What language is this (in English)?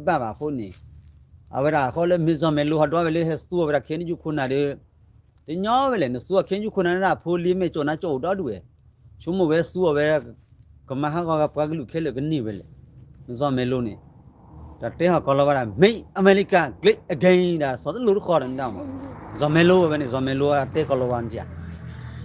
S'gaw Karen